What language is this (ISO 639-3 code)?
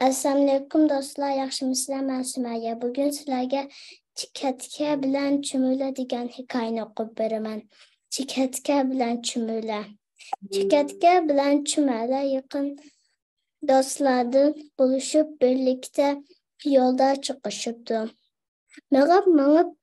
uig